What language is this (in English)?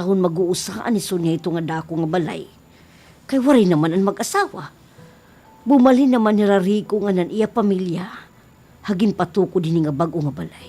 Waray